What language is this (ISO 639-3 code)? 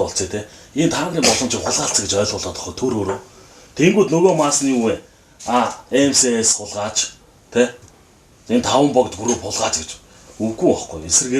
mon